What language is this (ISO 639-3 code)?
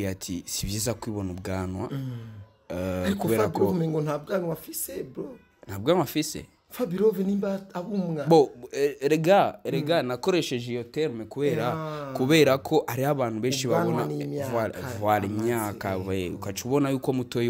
run